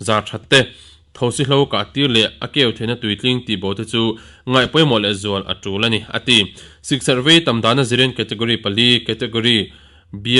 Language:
Mizo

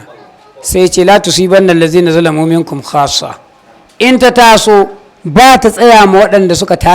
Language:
Hausa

